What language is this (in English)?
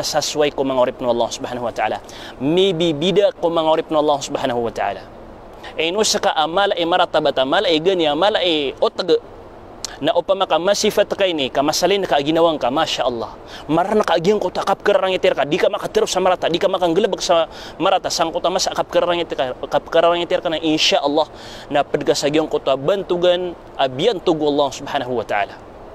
Maranao